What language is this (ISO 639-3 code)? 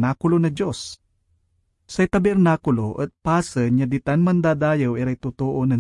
pag